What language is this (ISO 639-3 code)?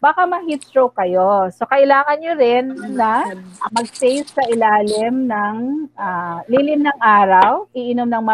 fil